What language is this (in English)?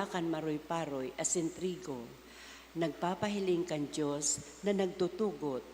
Bikol